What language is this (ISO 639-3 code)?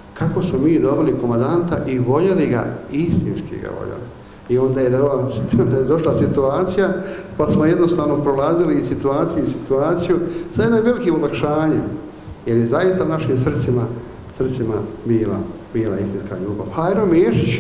bos